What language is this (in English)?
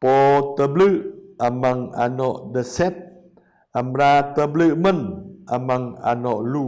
Jarai